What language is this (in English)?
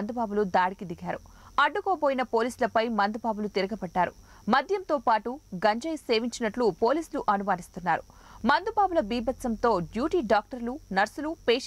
Telugu